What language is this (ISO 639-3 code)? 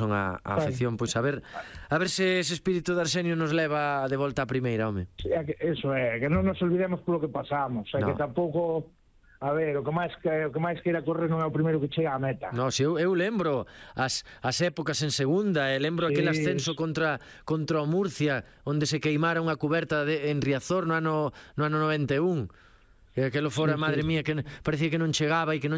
glg